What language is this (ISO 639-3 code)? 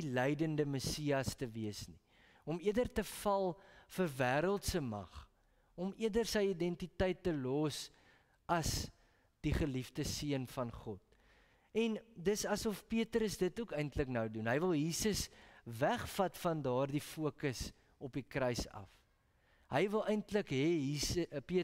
afr